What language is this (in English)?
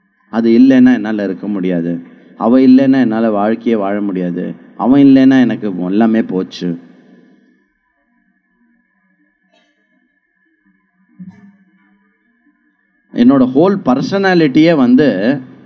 Tamil